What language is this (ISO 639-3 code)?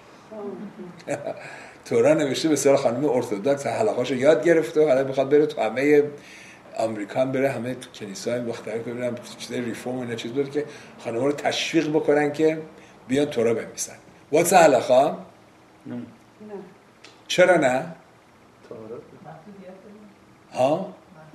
fas